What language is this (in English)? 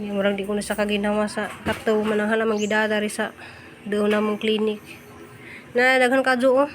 Cebuano